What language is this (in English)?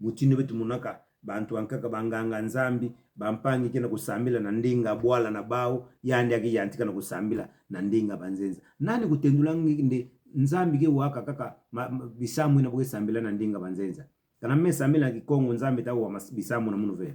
Kituba (Democratic Republic of Congo)